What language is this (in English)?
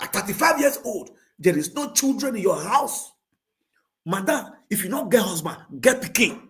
Nigerian Pidgin